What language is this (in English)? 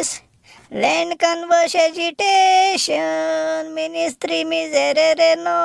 Konkani